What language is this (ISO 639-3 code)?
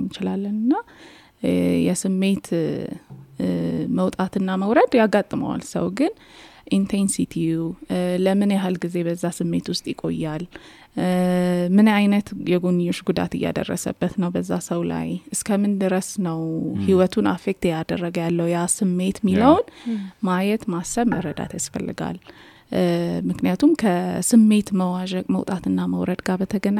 amh